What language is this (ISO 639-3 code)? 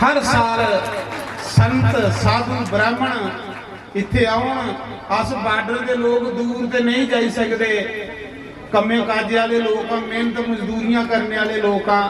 doi